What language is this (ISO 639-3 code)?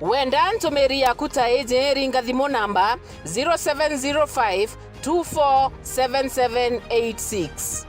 mer